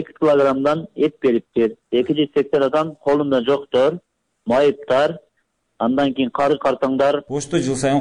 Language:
Kyrgyz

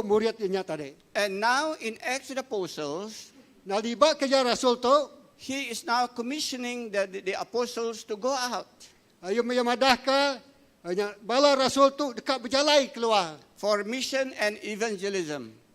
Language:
Iban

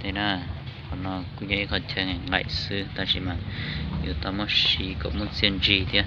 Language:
Hmong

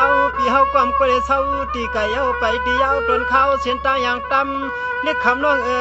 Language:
Shan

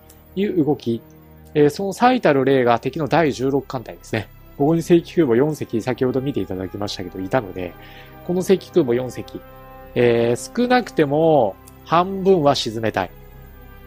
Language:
Japanese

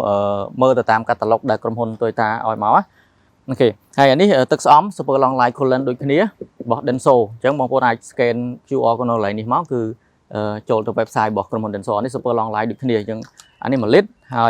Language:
Khmer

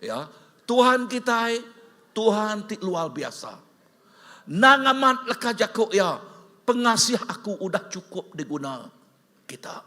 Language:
Iban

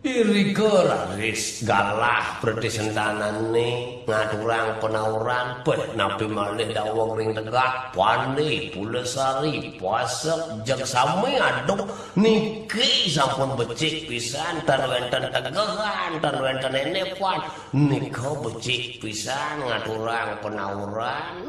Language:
Balinese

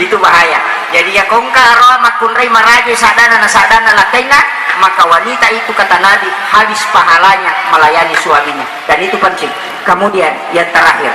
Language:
Buginese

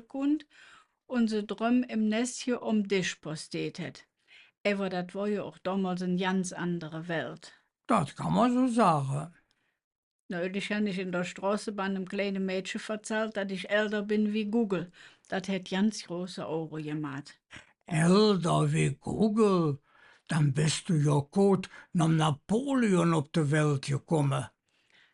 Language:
Colognian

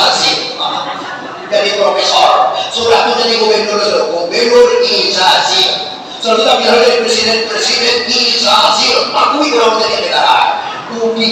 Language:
Minangkabau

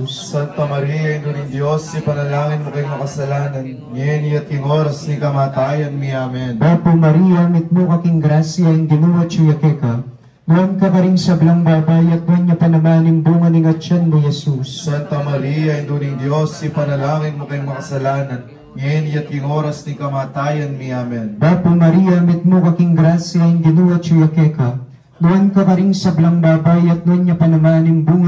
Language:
Pampanga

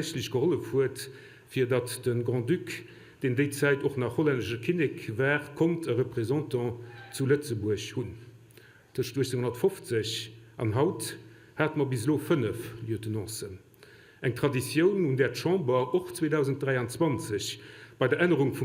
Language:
Luxembourgish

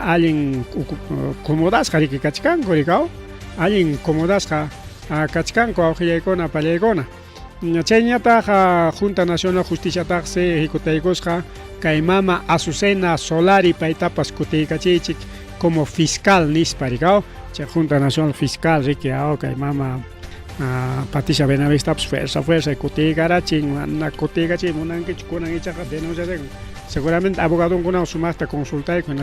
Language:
Ayacucho Quechua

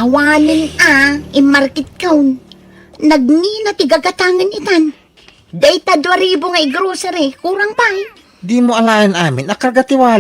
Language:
Iloko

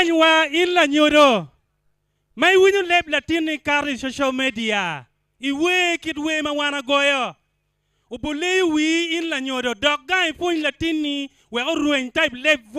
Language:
Acoli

